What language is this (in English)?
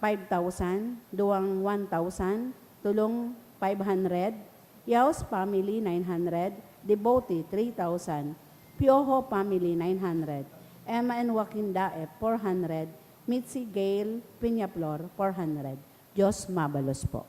Bikol